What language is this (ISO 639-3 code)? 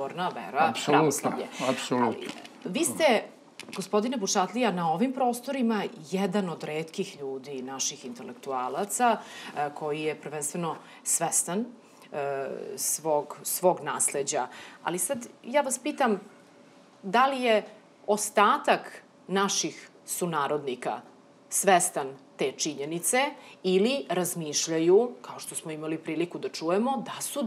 srp